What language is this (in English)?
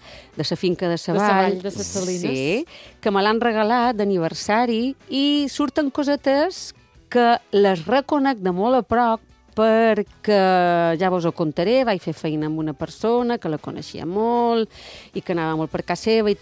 Catalan